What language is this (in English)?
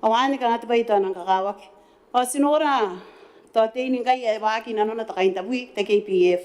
Gilbertese